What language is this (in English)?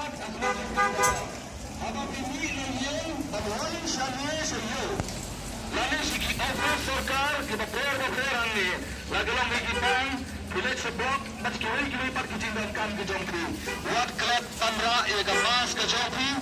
Khasi